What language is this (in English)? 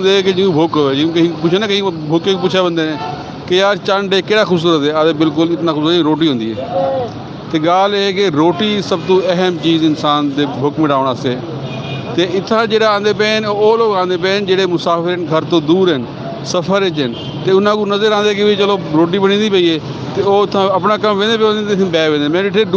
Saraiki